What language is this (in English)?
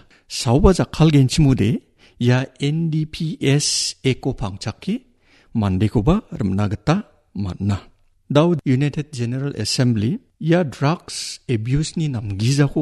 Garo